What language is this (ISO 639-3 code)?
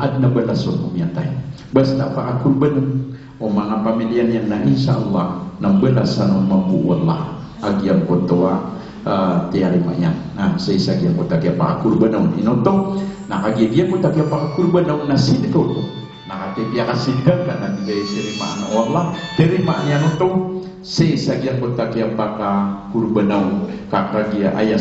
mrw